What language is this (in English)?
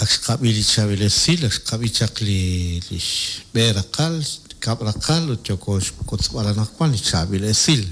Kekchí